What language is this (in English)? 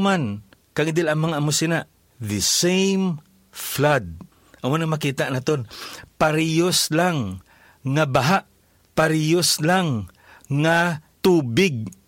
Hiligaynon